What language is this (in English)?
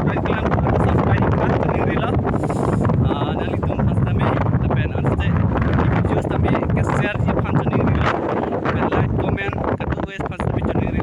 Karbi